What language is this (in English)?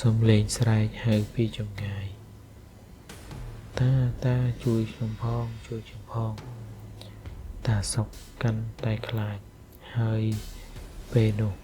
Khmer